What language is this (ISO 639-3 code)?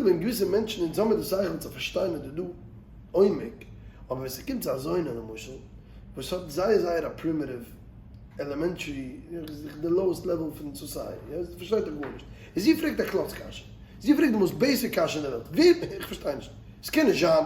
yid